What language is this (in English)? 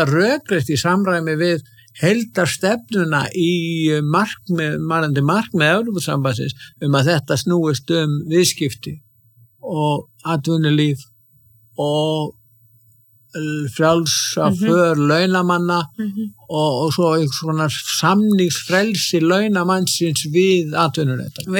Icelandic